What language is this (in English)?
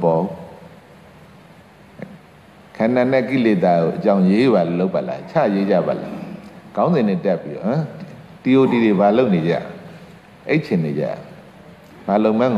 Burmese